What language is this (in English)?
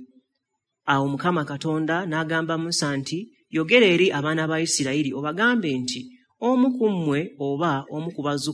Ganda